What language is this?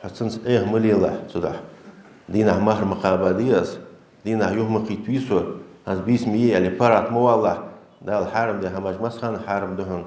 Ingush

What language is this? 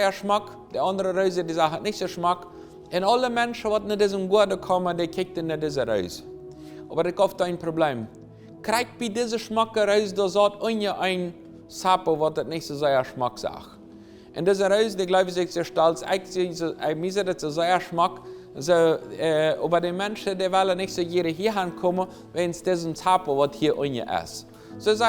Plautdietsch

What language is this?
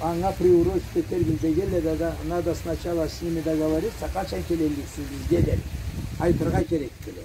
Karachay-Balkar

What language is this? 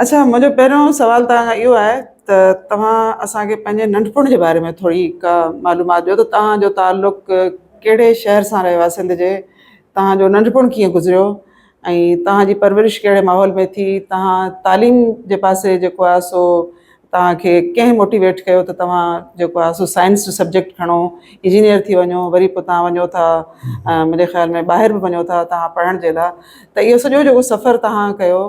Sindhi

